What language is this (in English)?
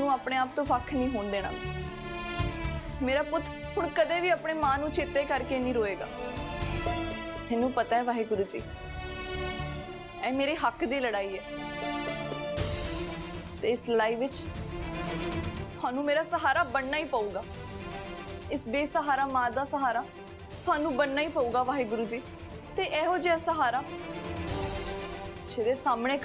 Punjabi